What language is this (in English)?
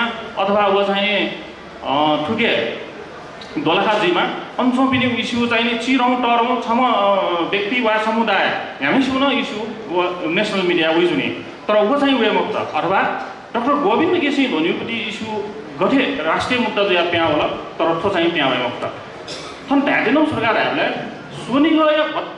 Newari